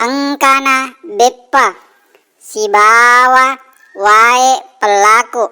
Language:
Buginese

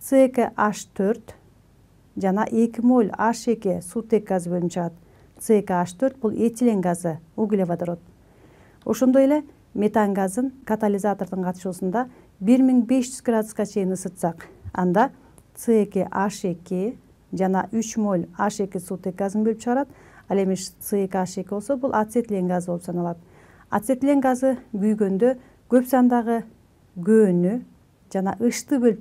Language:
Kyrgyz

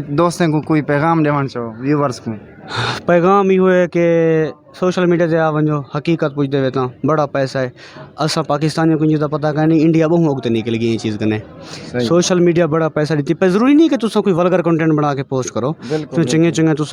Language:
Saraiki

